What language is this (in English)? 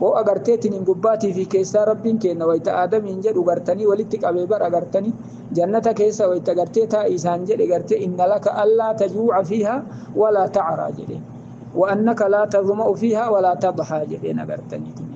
Oromo